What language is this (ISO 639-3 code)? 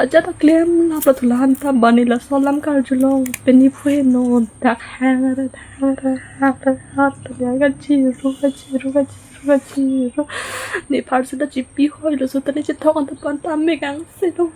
mjw